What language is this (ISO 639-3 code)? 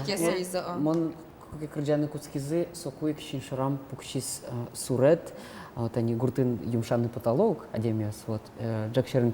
udm